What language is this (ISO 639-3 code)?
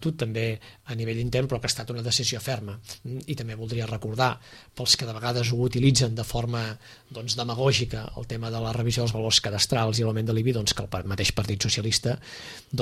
cat